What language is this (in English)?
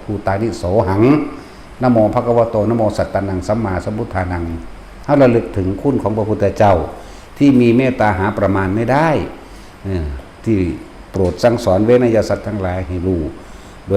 Northeastern Thai